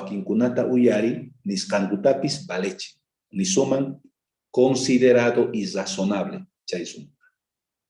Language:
South Bolivian Quechua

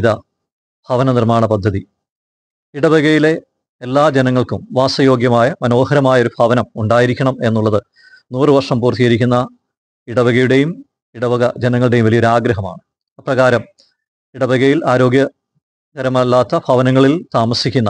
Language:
Malayalam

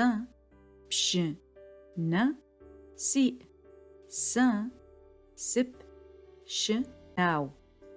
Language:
Adyghe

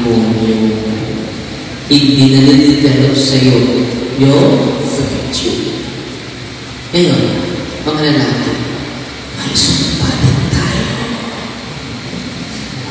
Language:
Filipino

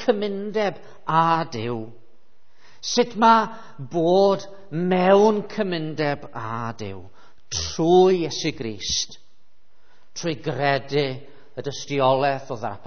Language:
Welsh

